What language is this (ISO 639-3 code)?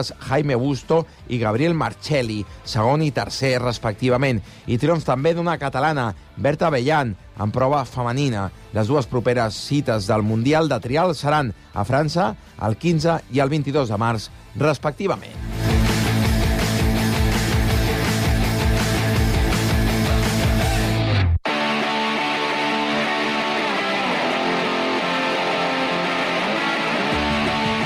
cat